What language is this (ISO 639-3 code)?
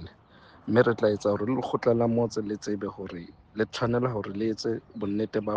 sot